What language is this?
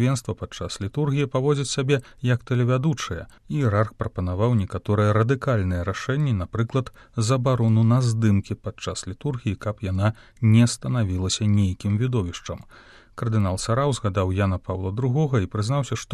Belarusian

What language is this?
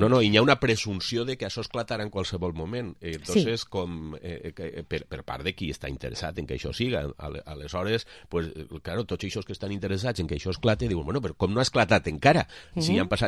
Catalan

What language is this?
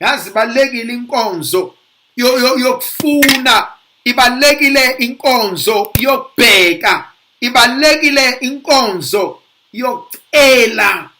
Zulu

